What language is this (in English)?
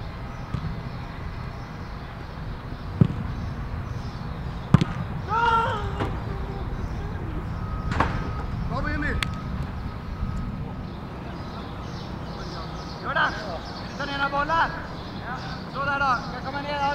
Swedish